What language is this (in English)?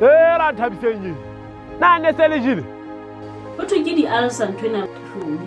Southern Sotho